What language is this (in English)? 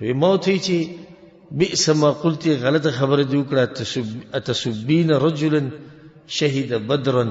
Pashto